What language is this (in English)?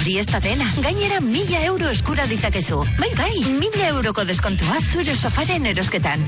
Basque